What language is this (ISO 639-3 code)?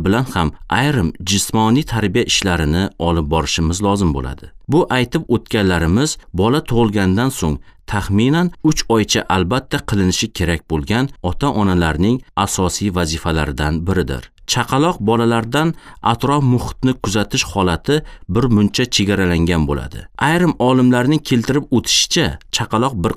uzb